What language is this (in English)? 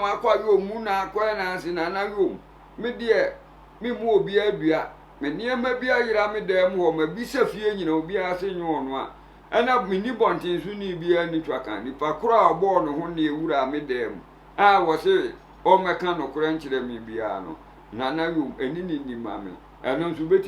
Akan